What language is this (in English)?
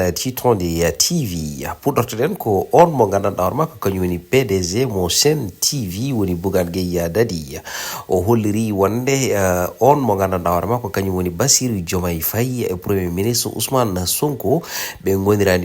Fula